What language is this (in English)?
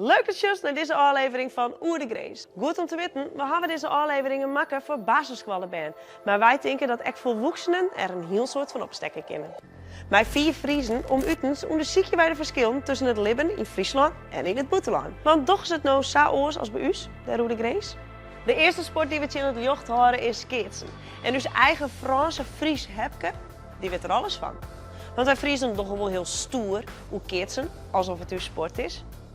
Western Frisian